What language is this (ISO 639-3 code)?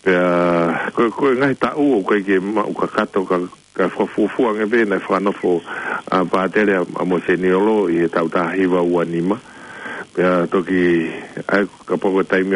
ton